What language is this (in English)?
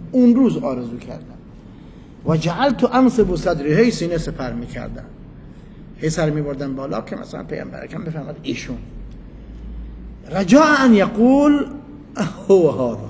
Persian